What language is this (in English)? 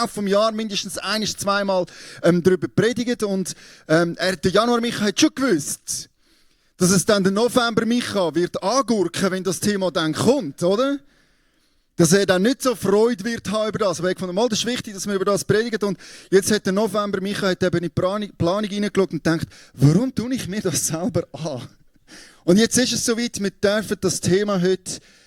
Swiss German